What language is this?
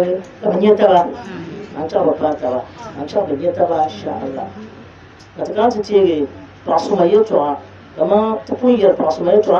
Dagbani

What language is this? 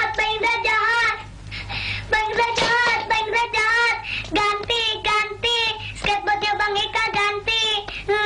Indonesian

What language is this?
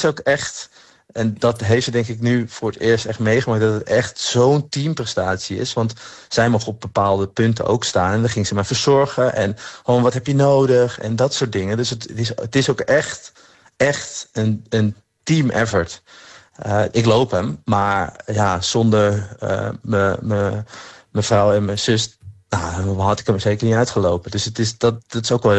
Dutch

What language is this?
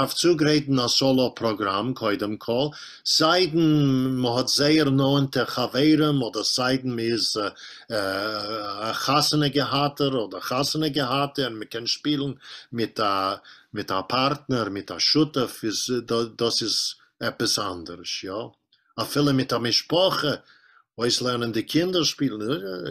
Yiddish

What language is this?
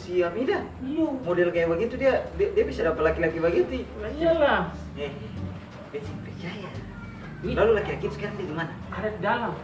Ambonese Malay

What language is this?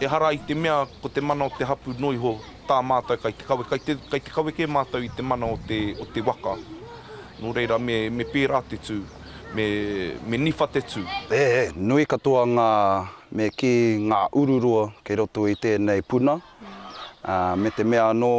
Māori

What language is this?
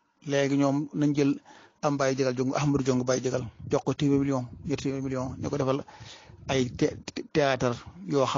Wolof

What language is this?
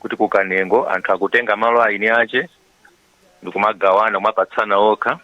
Nyanja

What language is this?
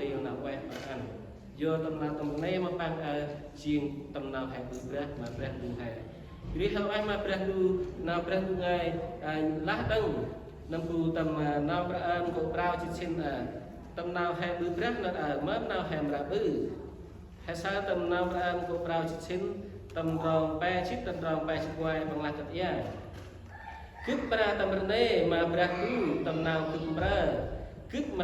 Central Mnong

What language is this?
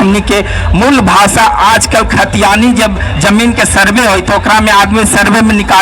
Magahi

